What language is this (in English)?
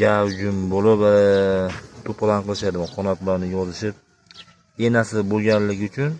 Uzbek